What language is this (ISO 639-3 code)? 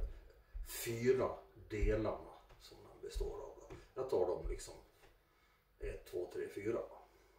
swe